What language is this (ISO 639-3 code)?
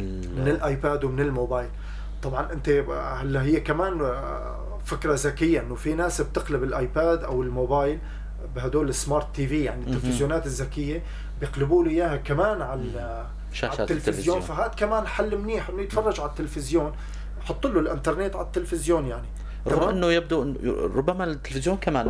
apc